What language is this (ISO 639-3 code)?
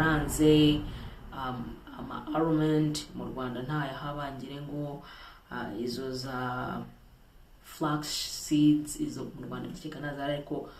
kin